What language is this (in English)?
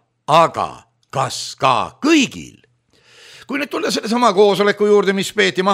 Estonian